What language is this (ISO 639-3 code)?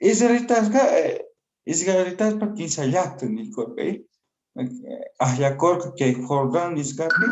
que